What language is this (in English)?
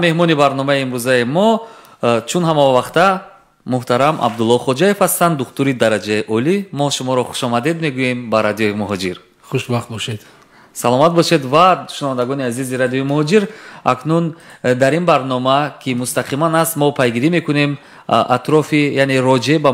Tajik